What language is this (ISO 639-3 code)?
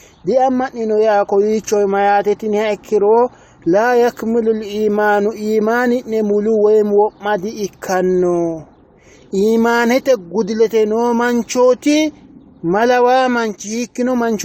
sid